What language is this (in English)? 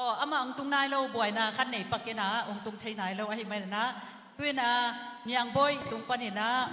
Tedim Chin